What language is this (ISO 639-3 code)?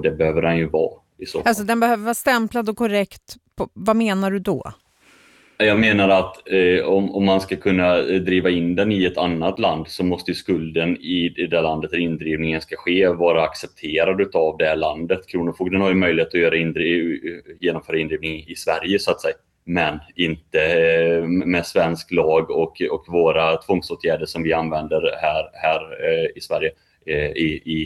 swe